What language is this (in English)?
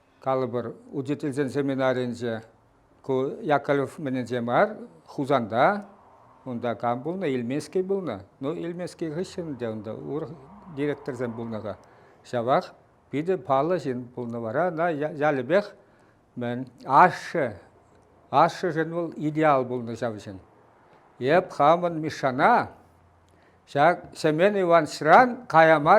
Chuvash